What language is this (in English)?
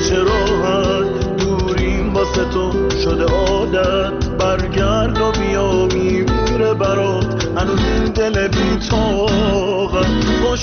Persian